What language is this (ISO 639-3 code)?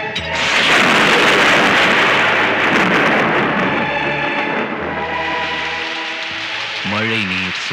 tam